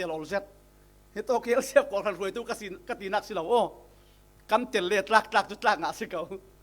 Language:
Falam Chin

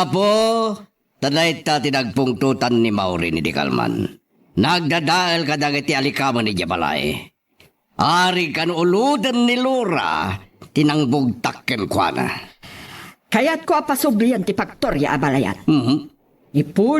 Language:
Iloko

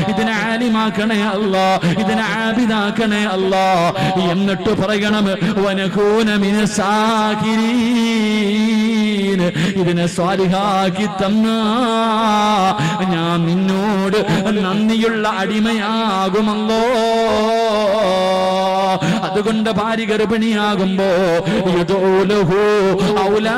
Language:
Malayalam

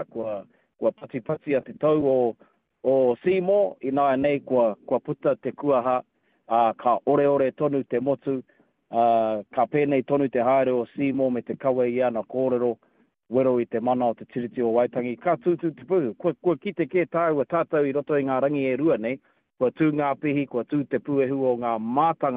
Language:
Māori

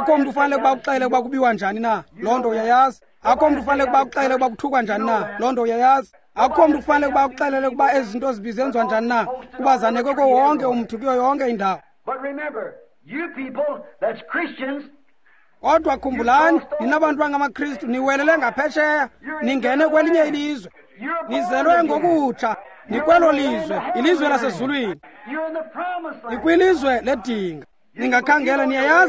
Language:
Xhosa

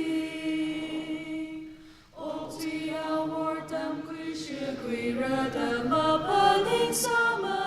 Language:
Tangkhul Naga (India)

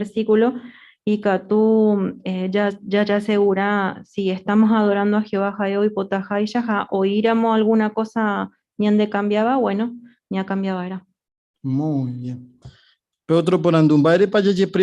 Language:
Guarani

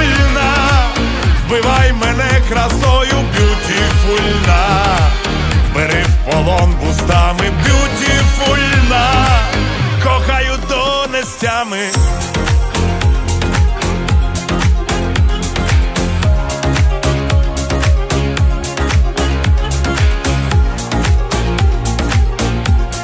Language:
Ukrainian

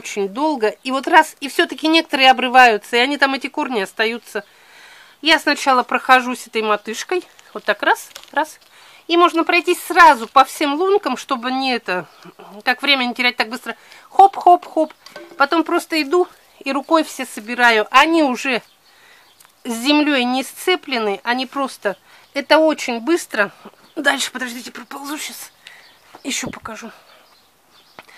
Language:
Russian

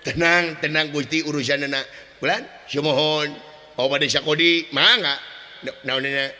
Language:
Sundanese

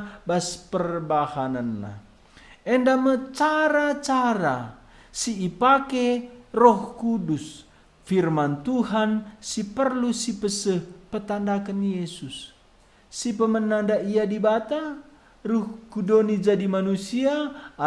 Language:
Batak Karo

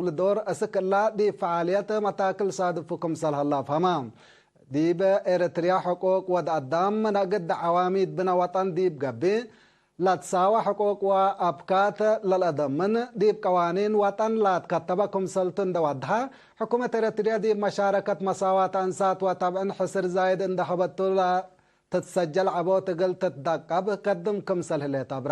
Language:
Tigre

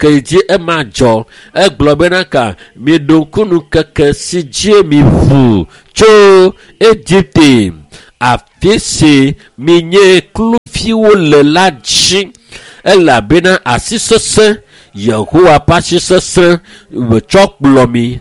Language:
Ewe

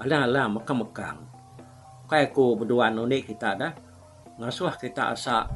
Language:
Iban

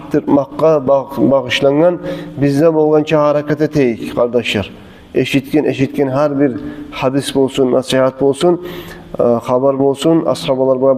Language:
Kumyk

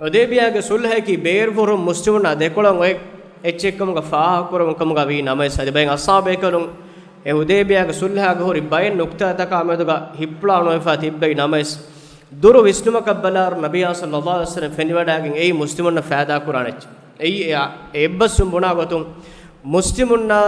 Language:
Divehi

